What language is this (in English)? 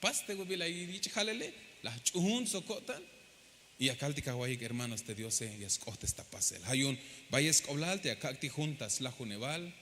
Tzeltal